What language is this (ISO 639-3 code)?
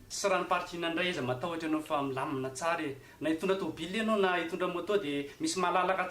mlg